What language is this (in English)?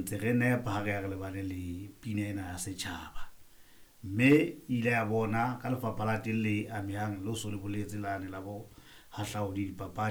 Southern Sotho